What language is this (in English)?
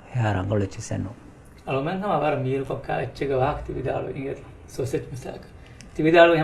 Divehi